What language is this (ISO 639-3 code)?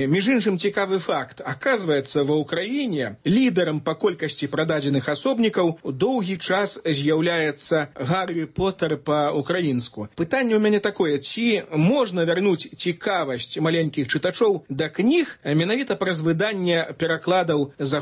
bel